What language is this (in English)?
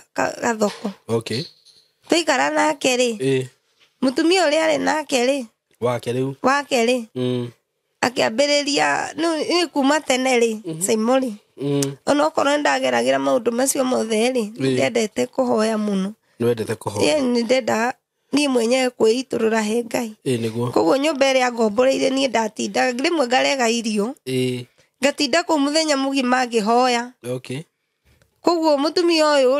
Kikuyu